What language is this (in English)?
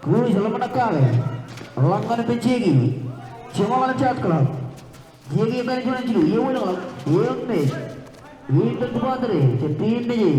Marshallese